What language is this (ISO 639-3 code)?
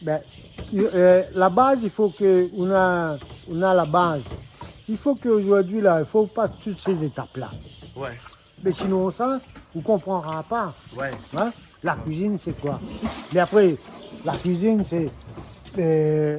rcf